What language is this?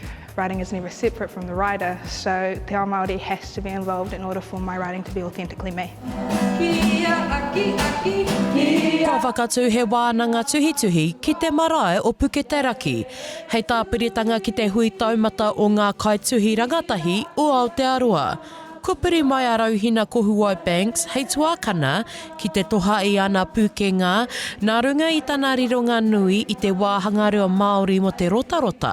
Māori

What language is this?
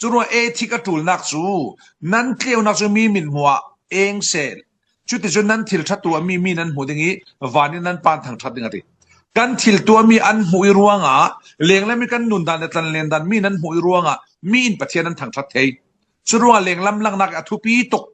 Falam Chin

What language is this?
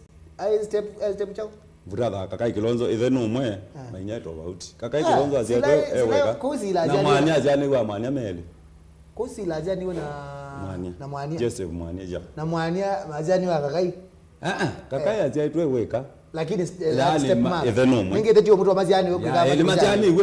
Kamba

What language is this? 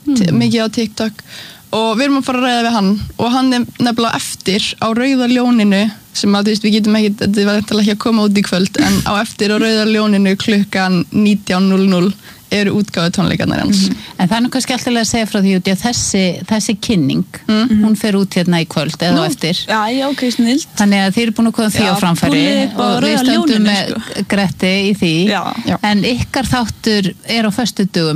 Icelandic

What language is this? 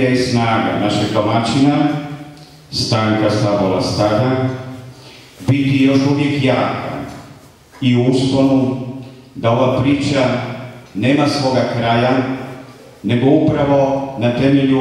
Croatian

